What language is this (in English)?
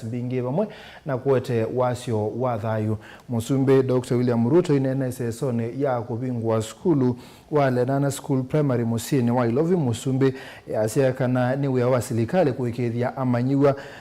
Kamba